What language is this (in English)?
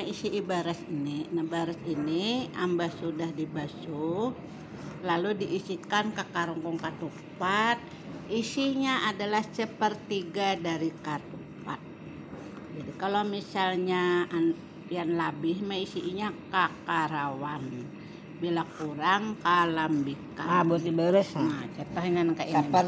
Banjar